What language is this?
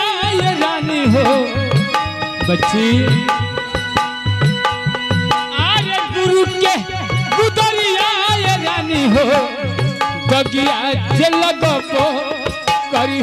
Bhojpuri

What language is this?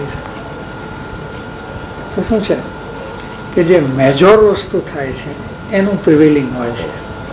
Gujarati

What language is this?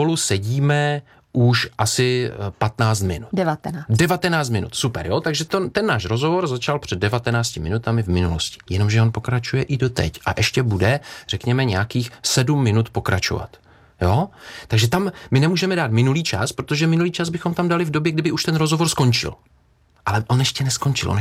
Czech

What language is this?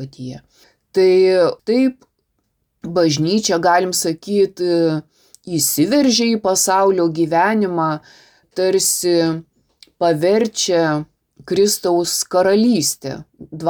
Lithuanian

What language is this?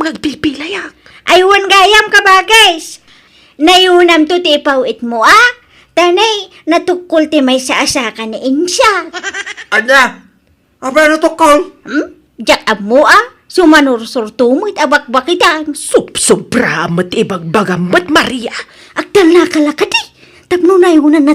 Iloko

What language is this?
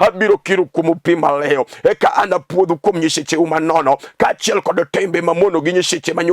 Luo (Kenya and Tanzania)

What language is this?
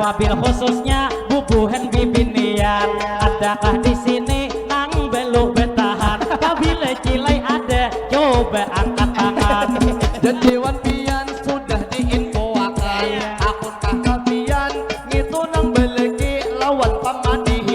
Banjar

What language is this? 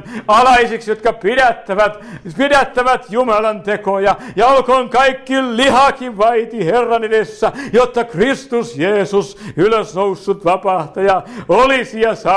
Finnish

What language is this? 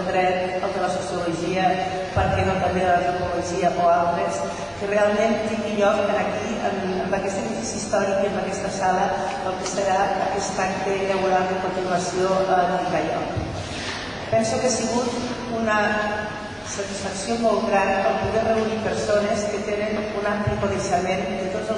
Catalan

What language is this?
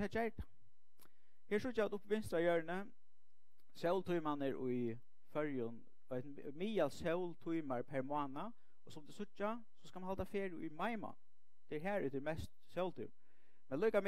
Faroese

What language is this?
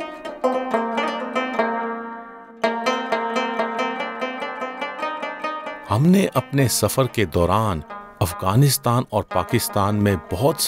Hindi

